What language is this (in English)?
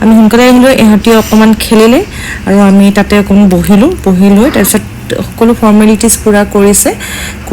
Assamese